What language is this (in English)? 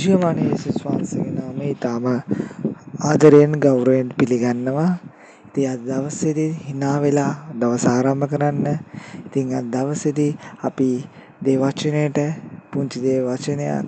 Sinhala